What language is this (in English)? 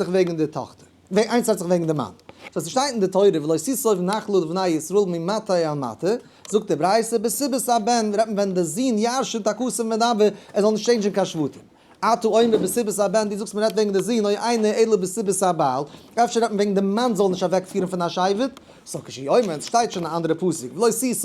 Yiddish